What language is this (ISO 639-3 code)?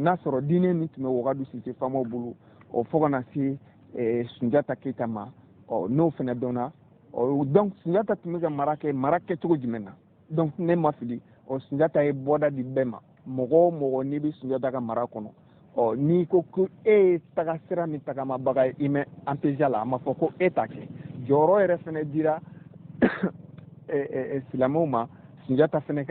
bam